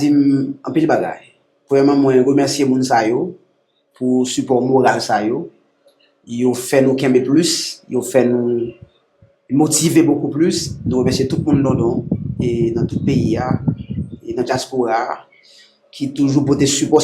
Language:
Haitian Creole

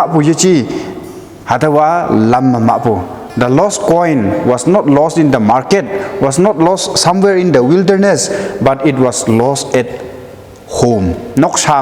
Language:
Konyak Naga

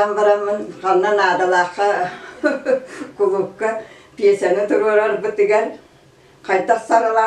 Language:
Yakut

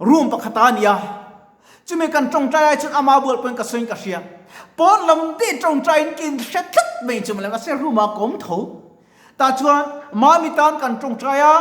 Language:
Mizo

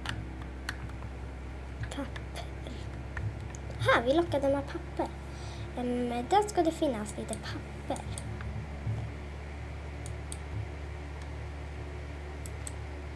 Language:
Swedish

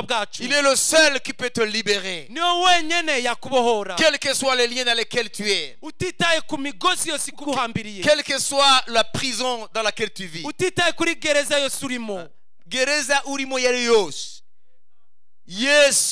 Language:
Kinyarwanda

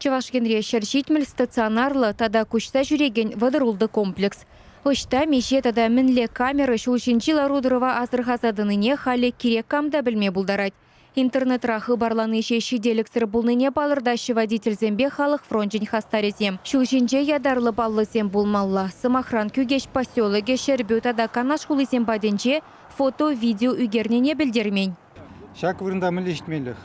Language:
Chuvash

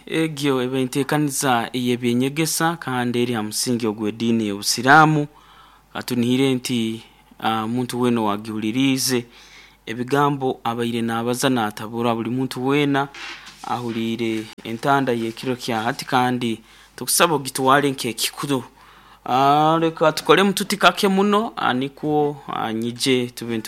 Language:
Nyoro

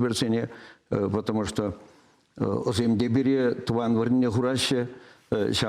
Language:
Chuvash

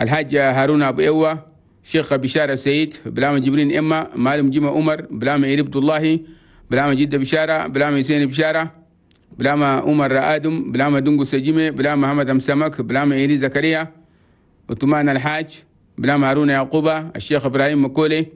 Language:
Chadian Arabic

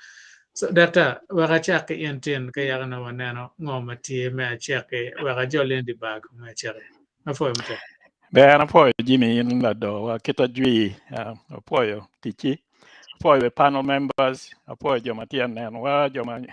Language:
Acoli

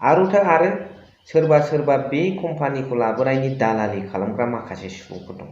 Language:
Bodo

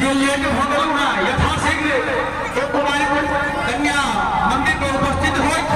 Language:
Maithili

